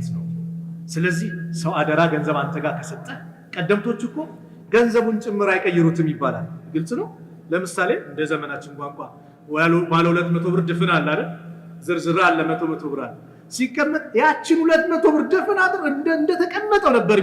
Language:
Amharic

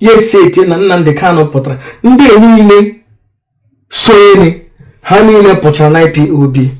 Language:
Igbo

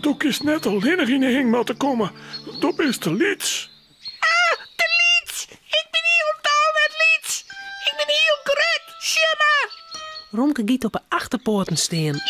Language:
Western Frisian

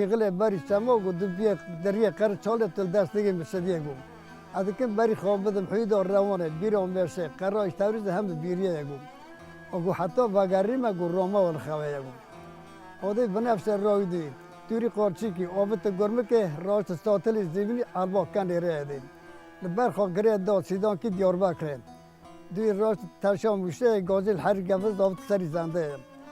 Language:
Kurdish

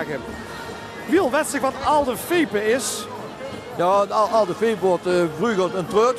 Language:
Limburgish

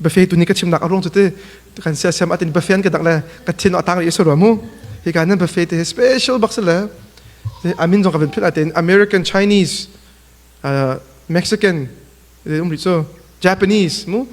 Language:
Hakha Chin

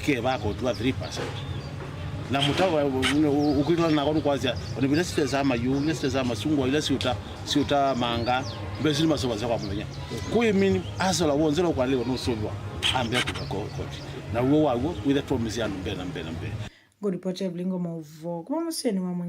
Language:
Kamba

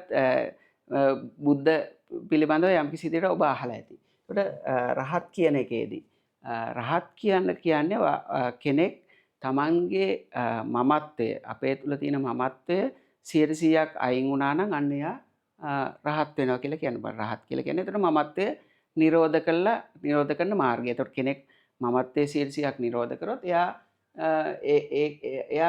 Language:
Sinhala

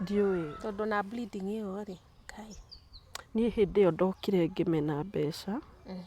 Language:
Kikuyu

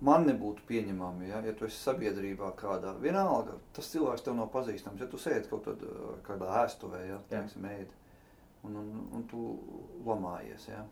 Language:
Latvian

